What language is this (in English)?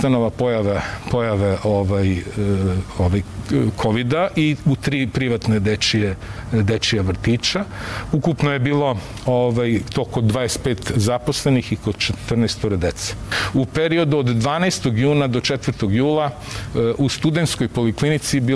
Serbian